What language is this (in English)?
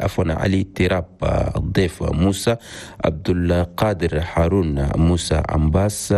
Chadian Arabic